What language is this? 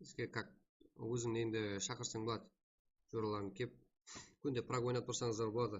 Kara-Kalpak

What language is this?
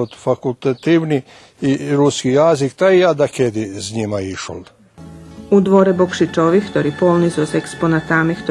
Rusyn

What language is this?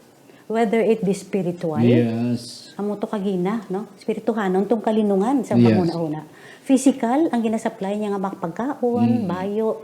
Hiligaynon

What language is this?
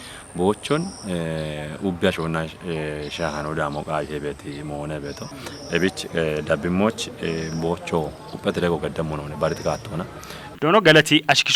Kafa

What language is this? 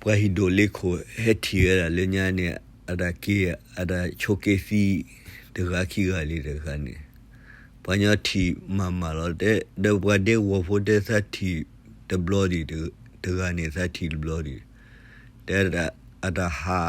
S'gaw Karen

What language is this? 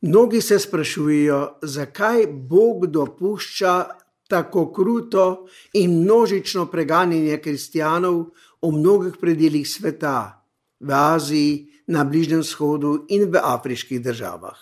Slovenian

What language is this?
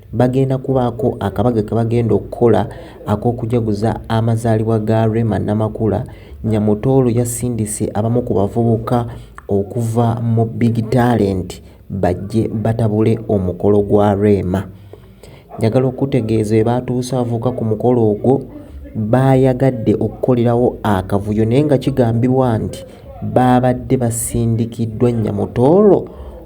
Ganda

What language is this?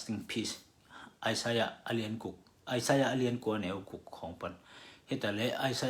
Tedim Chin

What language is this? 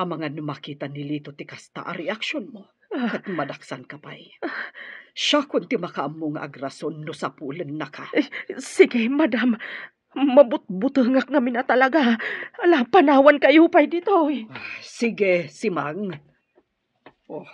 Iloko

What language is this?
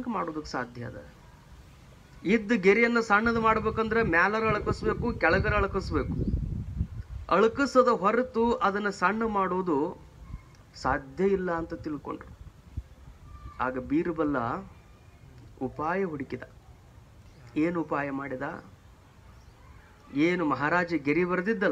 Kannada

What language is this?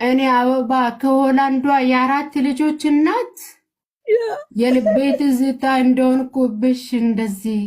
Amharic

